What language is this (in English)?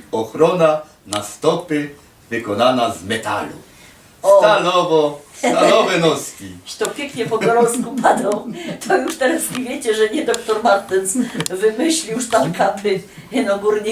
Silesian